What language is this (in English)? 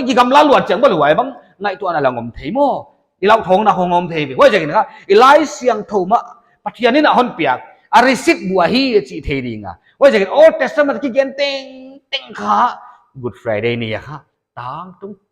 Paite Chin